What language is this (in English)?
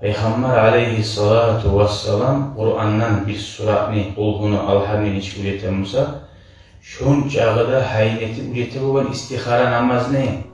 Kumyk